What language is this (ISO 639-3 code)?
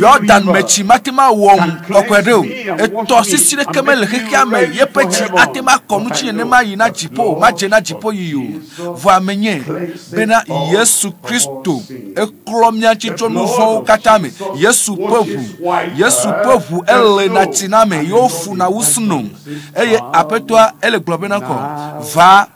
ewe